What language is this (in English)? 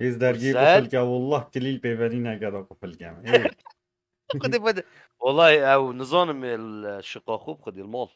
Kurdish